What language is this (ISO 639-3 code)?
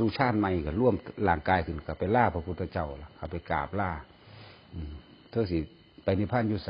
tts